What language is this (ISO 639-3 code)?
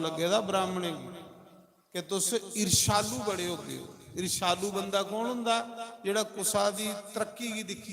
doi